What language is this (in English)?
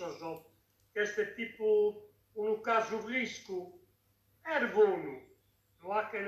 Sardinian